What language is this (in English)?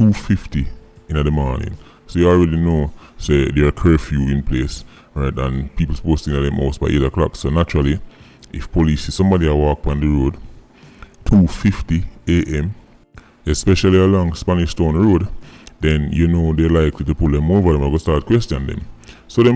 Jamaican Creole English